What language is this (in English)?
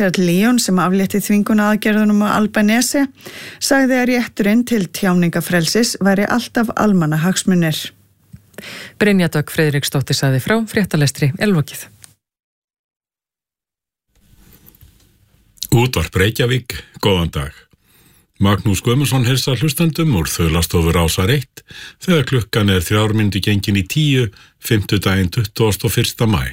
Icelandic